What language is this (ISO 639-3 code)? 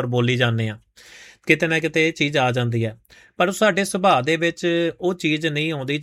pan